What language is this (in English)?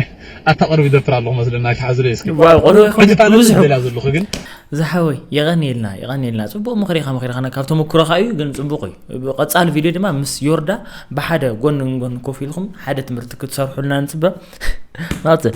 Tigrinya